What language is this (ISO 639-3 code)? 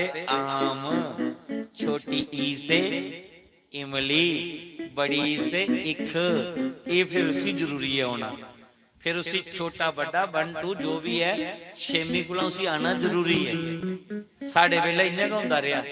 doi